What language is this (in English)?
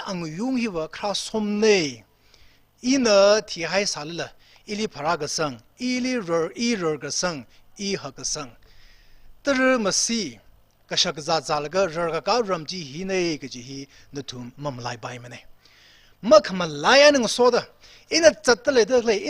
Tangkhul Naga (India)